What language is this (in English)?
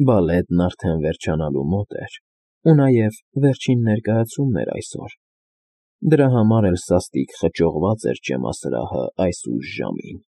Armenian